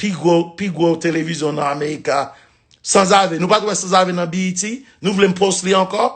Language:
Haitian Creole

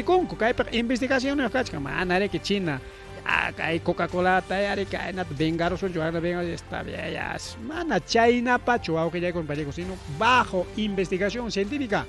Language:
Ayacucho Quechua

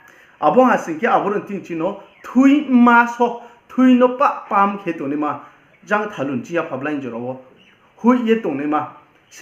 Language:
Riang (India)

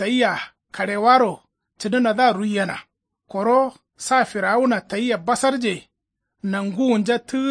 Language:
Kanuri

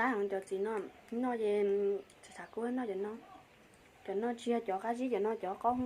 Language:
Hmong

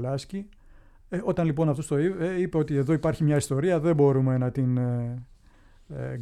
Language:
Greek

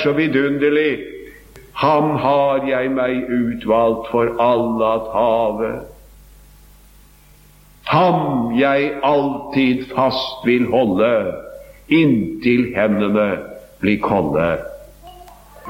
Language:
Norwegian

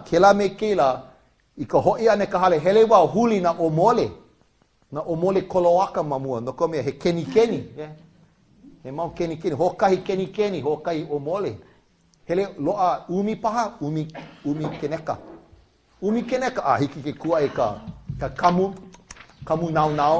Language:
Hawaiian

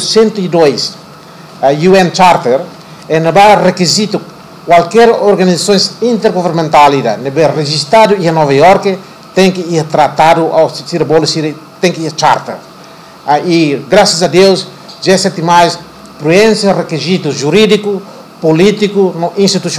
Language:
Tetum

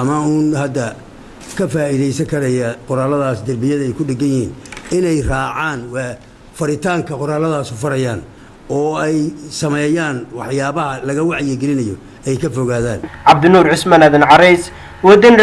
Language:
Somali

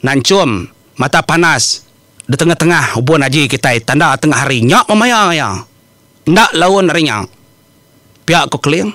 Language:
Iban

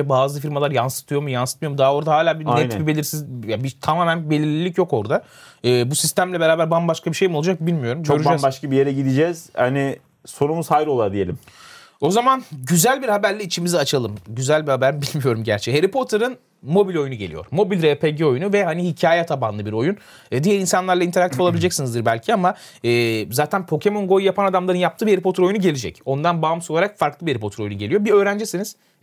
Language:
Turkish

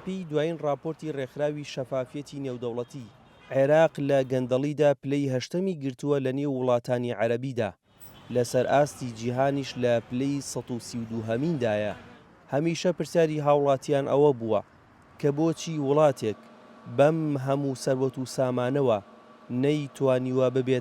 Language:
Central Kurdish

